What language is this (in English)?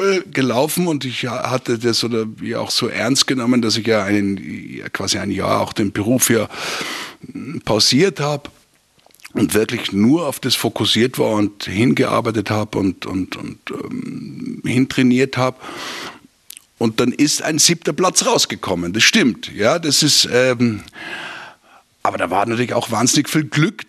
German